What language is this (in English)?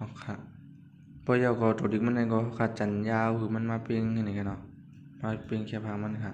Shan